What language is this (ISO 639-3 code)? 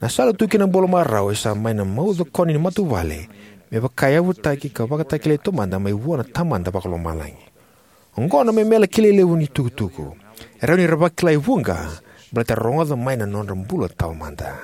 fij